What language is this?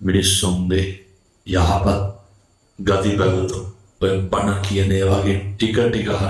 Sinhala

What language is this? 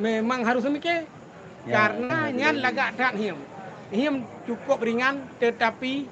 Achinese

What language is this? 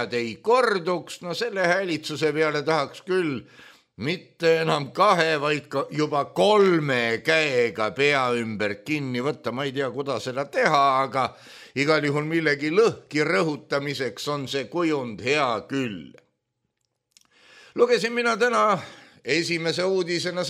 Estonian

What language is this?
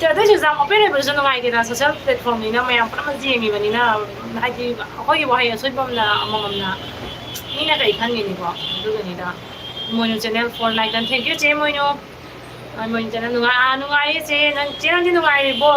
Manipuri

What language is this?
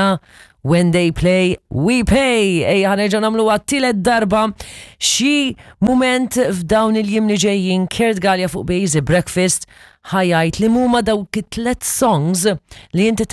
Maltese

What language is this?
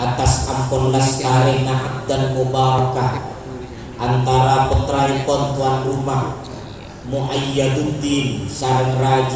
Madurese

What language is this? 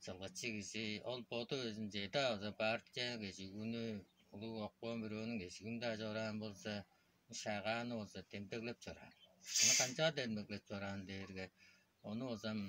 Tuvinian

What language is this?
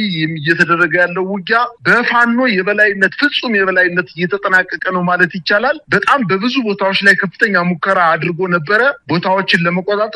Amharic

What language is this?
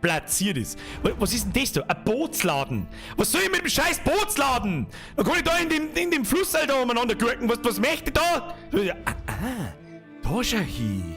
Bavarian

